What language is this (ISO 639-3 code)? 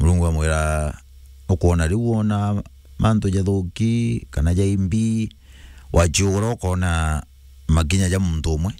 mer